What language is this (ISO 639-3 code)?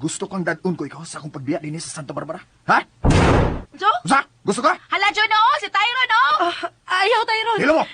ceb